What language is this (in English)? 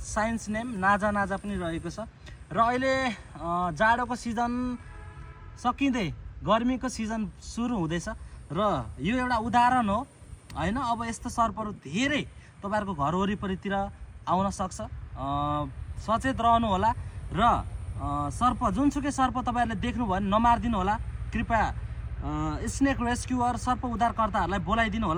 Nepali